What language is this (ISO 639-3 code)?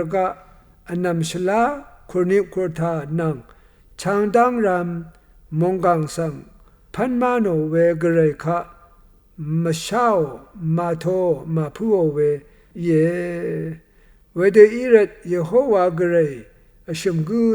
raw